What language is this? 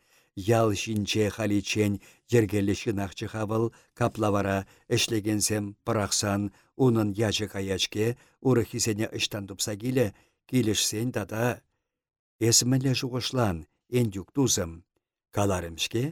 Chuvash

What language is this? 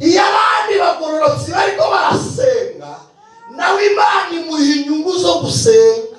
Kinyarwanda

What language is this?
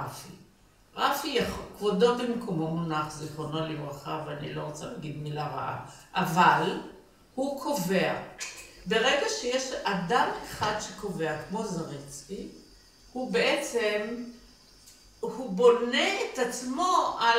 Hebrew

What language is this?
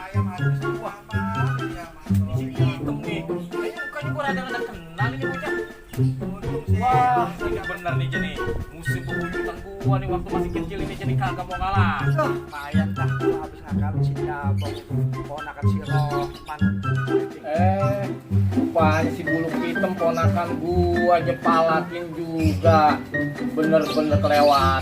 Betawi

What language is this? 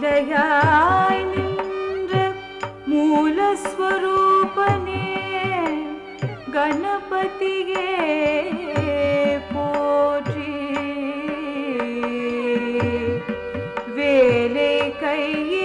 Tamil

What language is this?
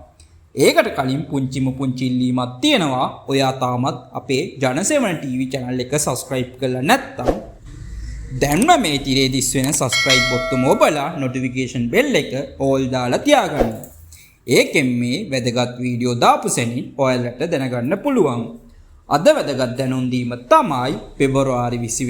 Sinhala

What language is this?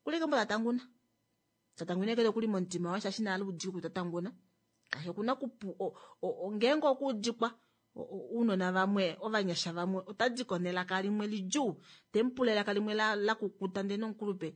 Kuanyama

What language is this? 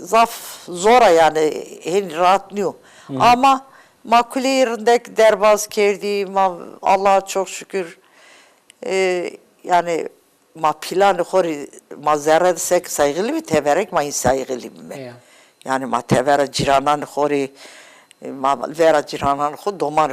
Zaza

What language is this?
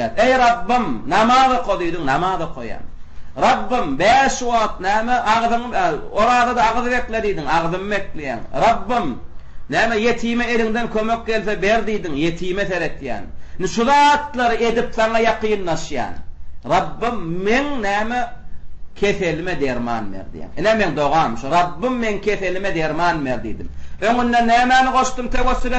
Turkmen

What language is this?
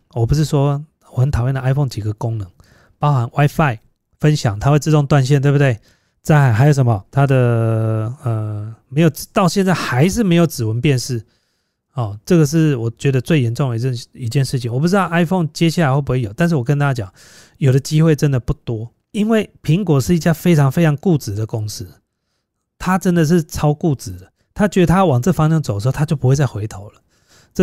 Chinese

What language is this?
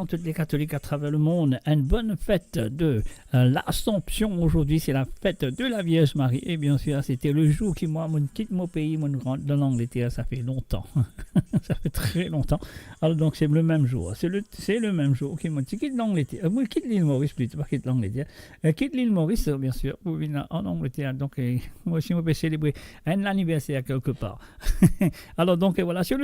Morisyen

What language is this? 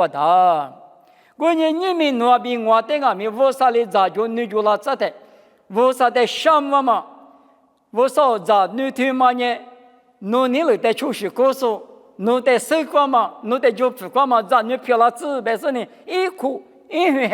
Lisu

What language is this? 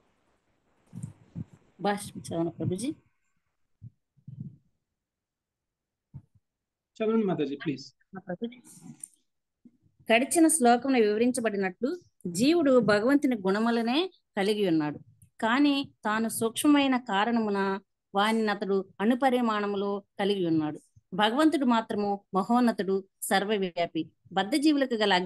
Telugu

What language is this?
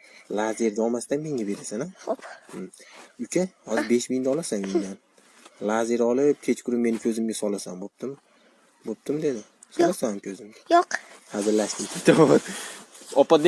Uzbek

